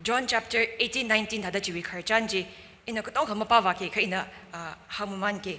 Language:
Tangkhul Naga (India)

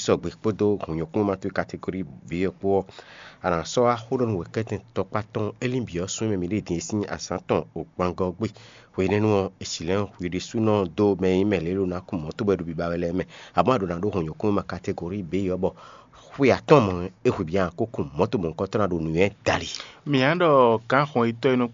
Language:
Fon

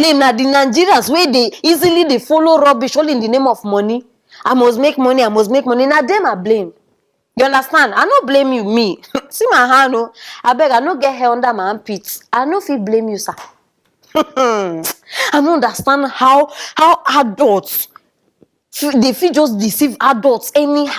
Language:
Nigerian Pidgin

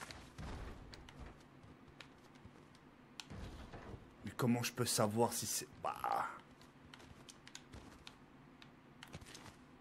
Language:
French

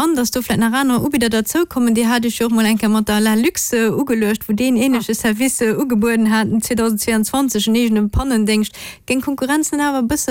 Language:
Luxembourgish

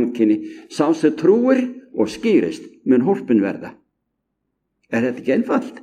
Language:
Icelandic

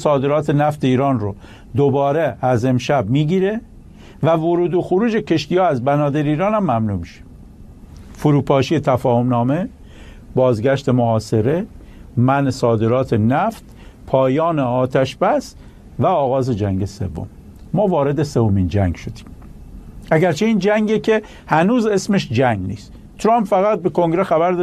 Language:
Persian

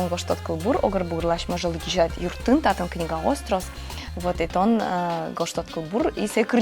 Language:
Udmurt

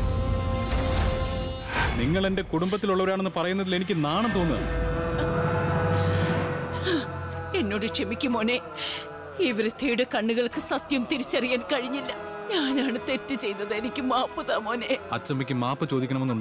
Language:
Malayalam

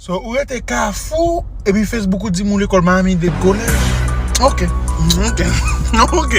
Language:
Haitian Creole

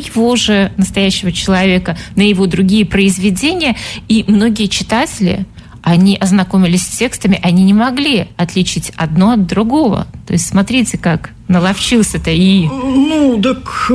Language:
Russian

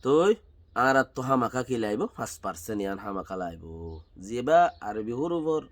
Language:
Rohingya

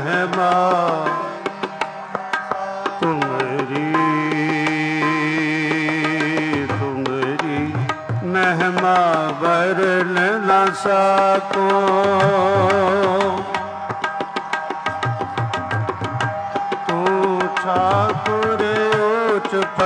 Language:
Punjabi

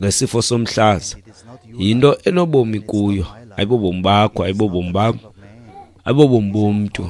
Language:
Xhosa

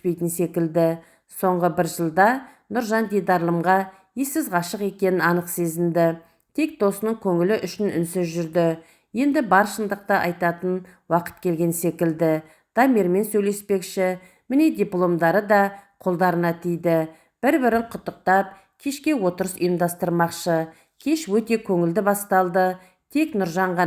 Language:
Kazakh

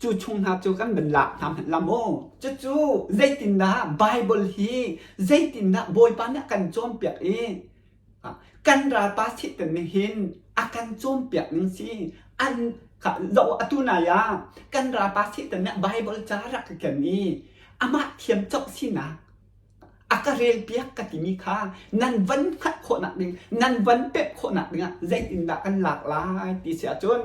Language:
Hakha Chin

